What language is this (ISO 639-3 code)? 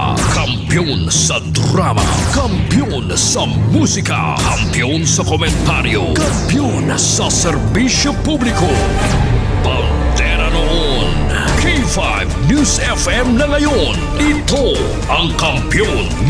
hil